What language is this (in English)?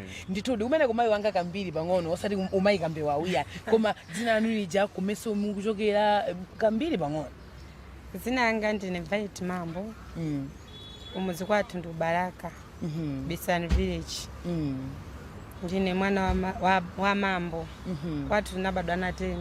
Nyanja